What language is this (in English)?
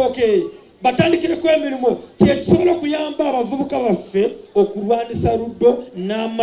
Ganda